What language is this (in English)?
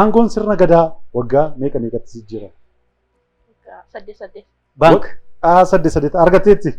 Oromo